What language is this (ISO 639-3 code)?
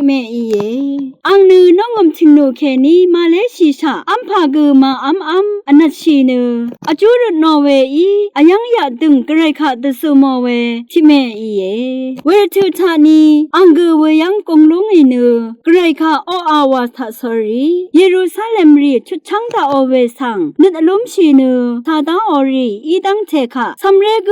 raw